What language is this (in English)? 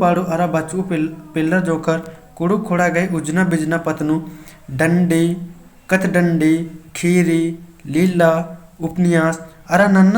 Kurukh